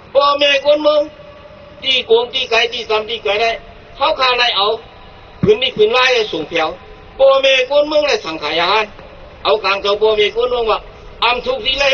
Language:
Shan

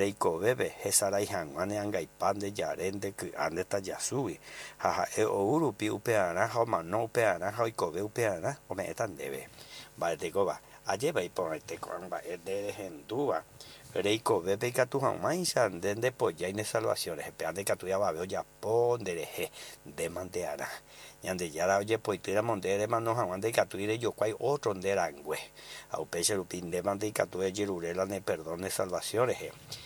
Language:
Guarani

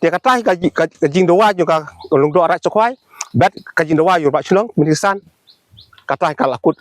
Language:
Khasi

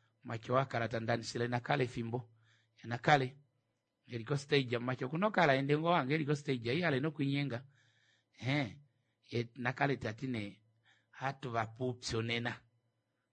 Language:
Kuanyama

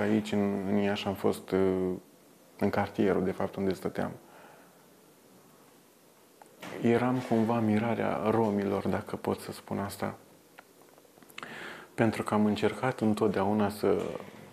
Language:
Romanian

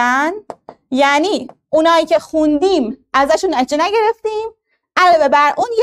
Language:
Persian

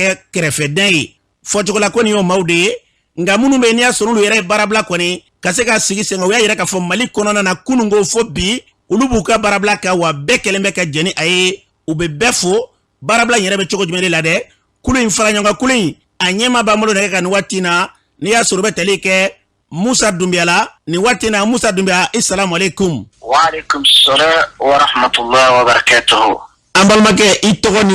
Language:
Bambara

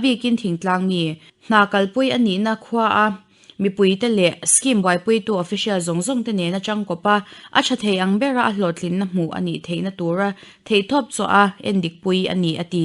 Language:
Mizo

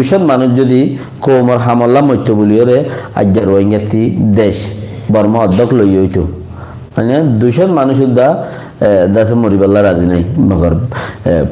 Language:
Rohingya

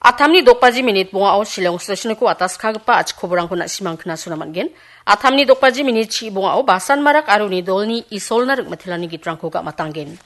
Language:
Garo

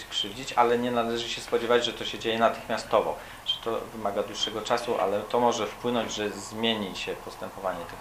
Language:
Polish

